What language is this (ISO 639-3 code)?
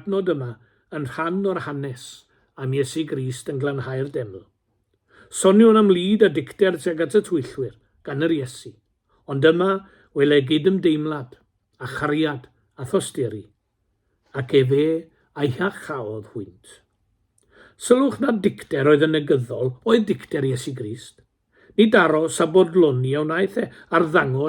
cym